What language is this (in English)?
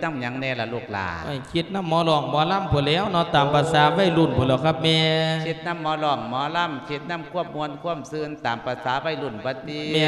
Lao